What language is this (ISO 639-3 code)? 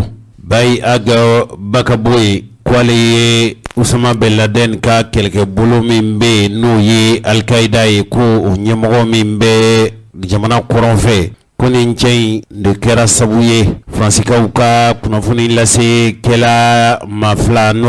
bam